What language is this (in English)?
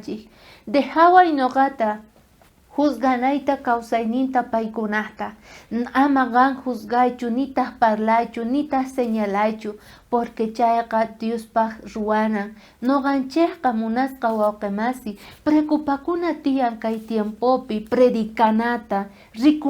South Bolivian Quechua